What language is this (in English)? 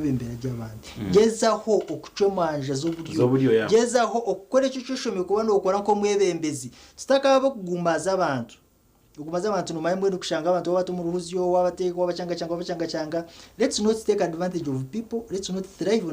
Nyankole